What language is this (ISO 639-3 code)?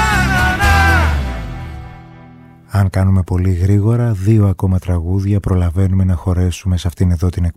ell